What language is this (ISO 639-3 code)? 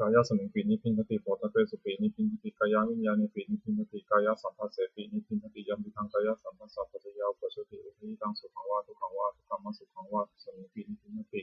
pli